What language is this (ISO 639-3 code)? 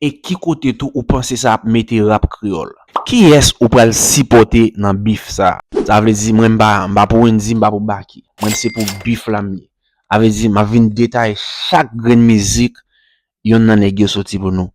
hat